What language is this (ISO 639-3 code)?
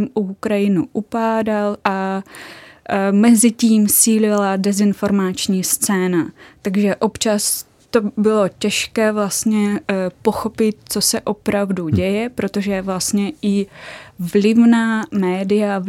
ces